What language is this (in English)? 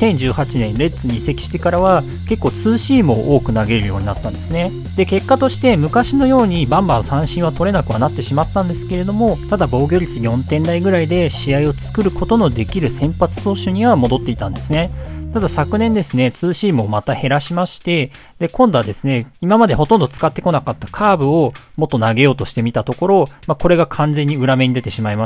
Japanese